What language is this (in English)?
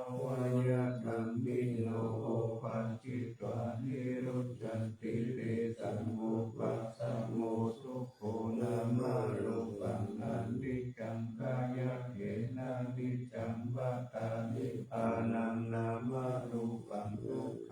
Pali